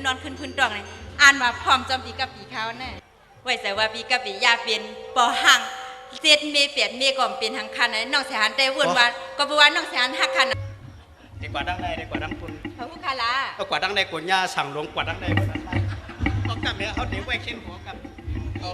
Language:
Shan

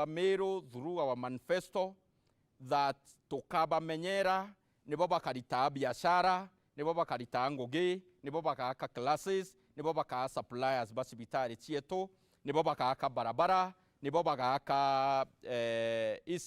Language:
Meru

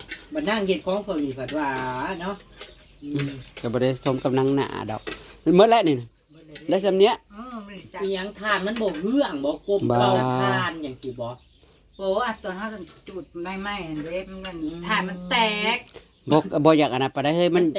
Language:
Northeastern Thai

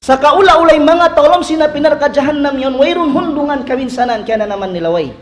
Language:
Tausug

